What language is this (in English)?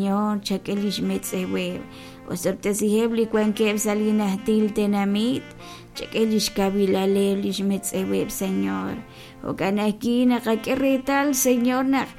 Kekchí